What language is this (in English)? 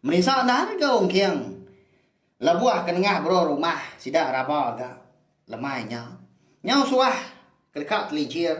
Iban